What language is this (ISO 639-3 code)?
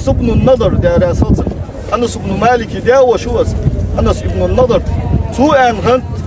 inh